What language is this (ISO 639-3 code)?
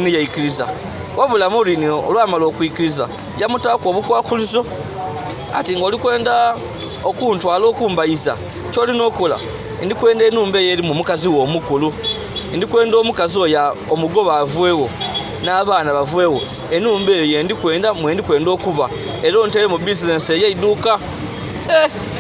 lug